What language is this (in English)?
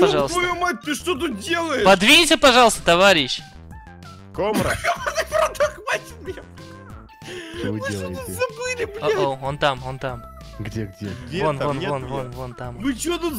Russian